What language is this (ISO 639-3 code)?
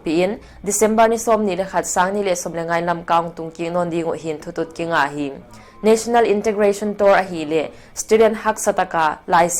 pck